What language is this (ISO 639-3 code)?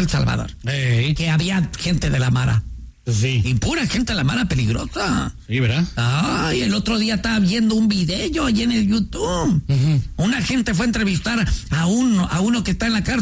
spa